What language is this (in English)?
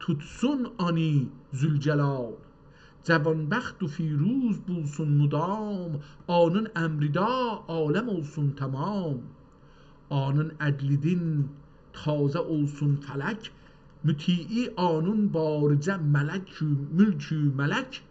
South Azerbaijani